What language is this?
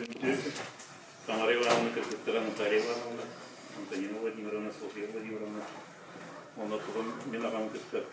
Yakut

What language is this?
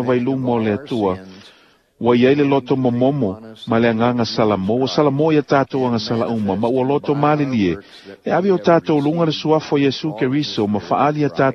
Samoan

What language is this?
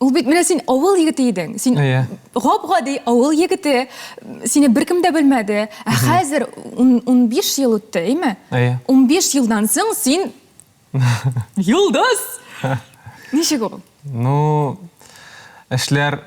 Tatar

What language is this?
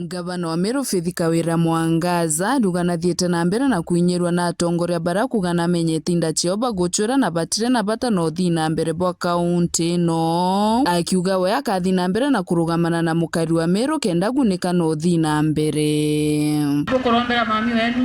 Meru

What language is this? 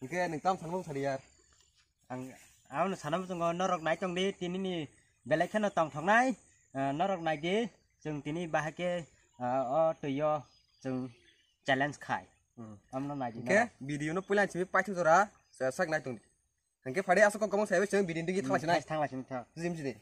Kok Borok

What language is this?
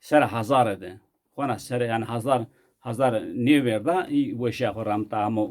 Zaza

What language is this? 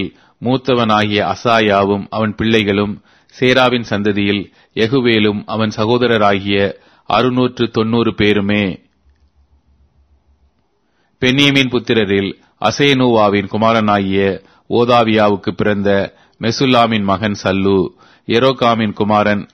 Tamil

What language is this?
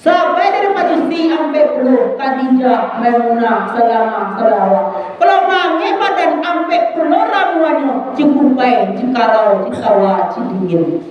Minangkabau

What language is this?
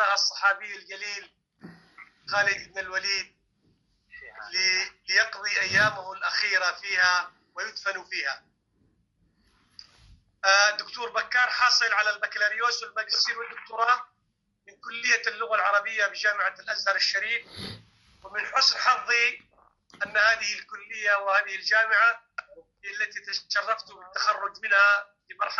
Arabic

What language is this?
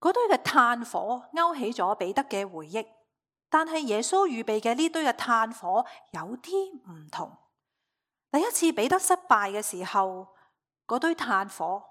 Cantonese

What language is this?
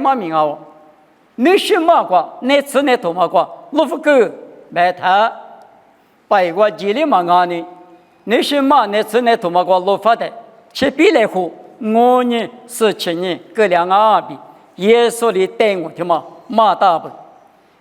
Lisu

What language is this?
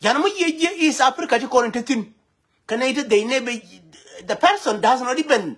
Nuer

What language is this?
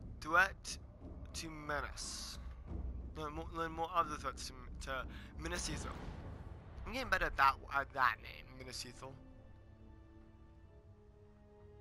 English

